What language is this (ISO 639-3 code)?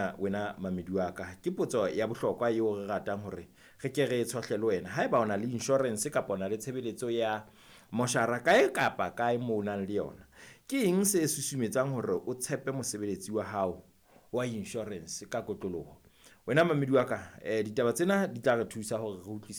sot